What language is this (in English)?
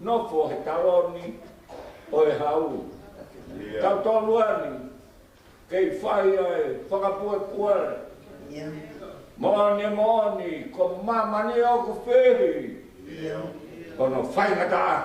Tongan